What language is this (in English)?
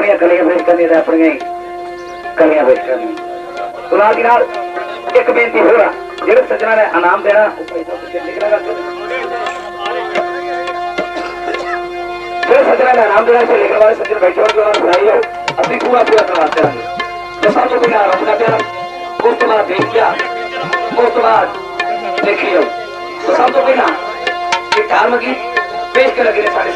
Punjabi